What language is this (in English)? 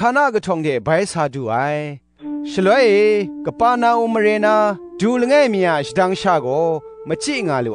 Kachin